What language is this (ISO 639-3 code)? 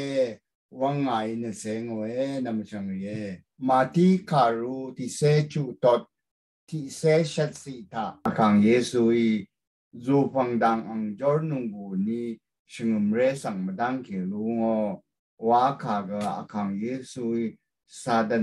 raw